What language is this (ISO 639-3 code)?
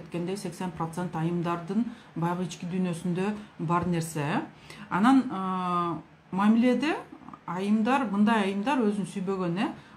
kir